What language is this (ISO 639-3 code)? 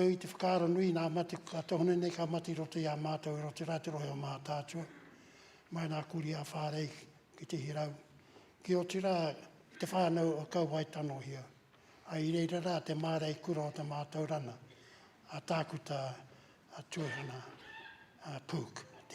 mri